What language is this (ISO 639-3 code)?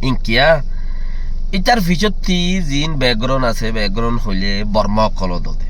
rhg